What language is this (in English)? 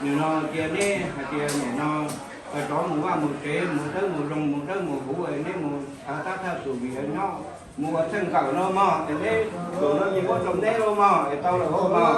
Hmong